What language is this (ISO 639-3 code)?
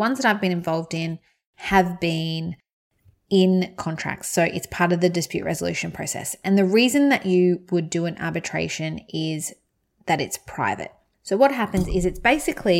eng